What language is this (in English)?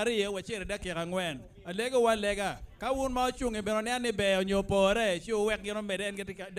Acoli